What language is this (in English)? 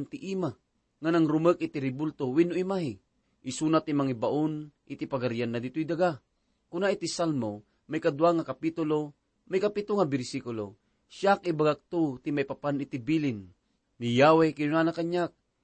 Iloko